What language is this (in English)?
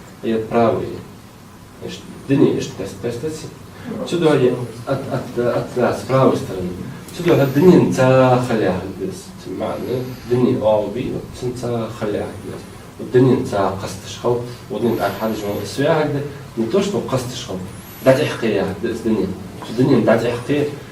Ingush